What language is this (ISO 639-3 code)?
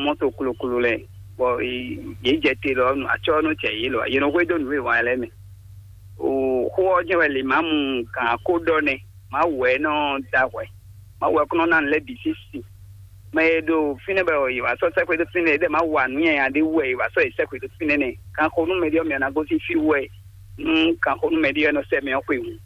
fon